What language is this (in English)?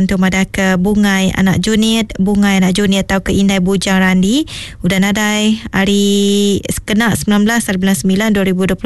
Iban